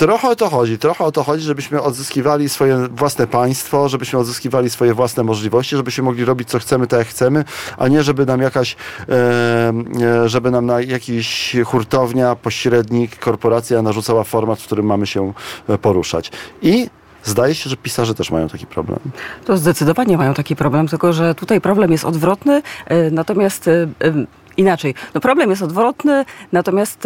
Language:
Polish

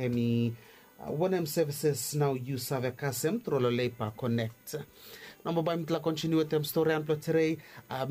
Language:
Bislama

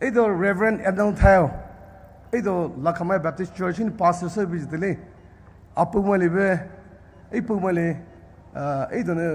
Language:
Poumei Naga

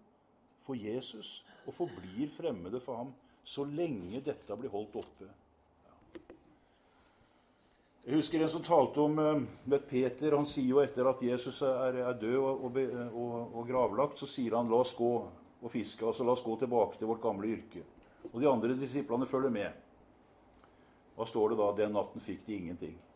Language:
Norwegian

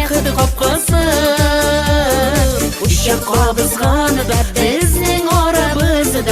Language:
Bashkir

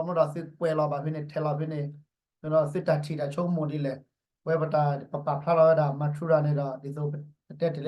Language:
S'gaw Karen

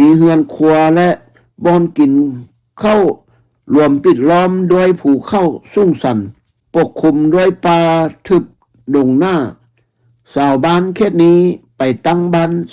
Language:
Lao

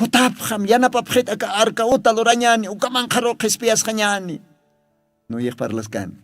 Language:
Aymara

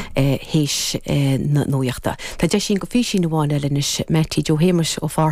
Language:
Irish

